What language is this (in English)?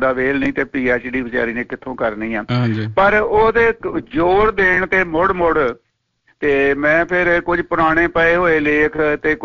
Punjabi